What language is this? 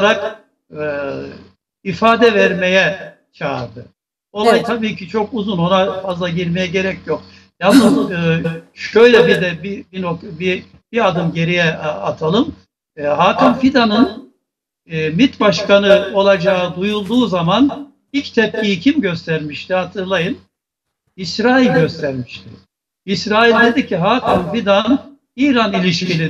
Turkish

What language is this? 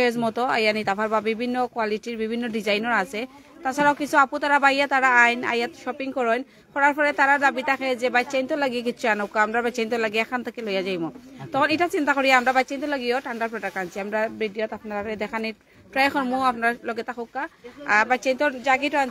Sylheti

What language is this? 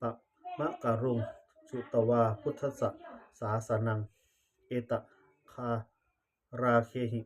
Pali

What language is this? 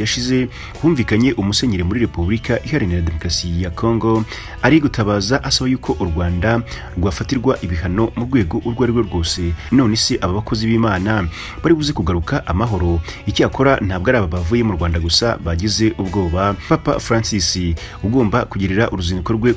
Kinyarwanda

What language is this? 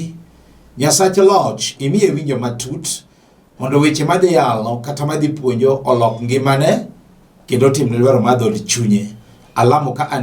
Luo (Kenya and Tanzania)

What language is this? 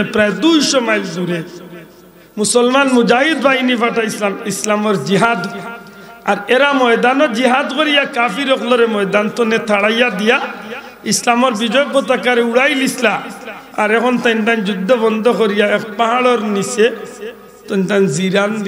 Sylheti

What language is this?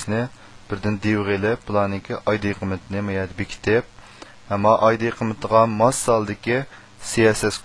Uyghur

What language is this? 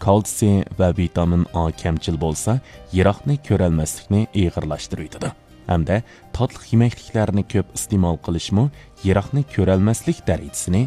Uyghur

